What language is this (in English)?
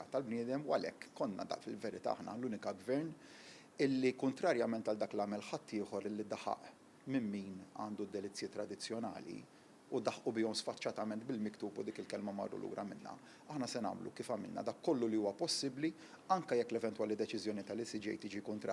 Maltese